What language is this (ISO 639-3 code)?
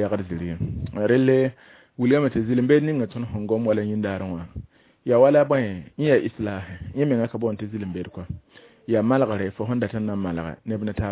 mos